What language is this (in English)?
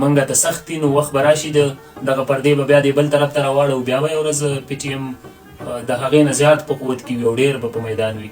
Pashto